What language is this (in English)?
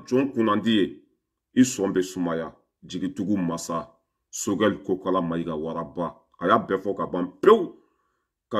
Bambara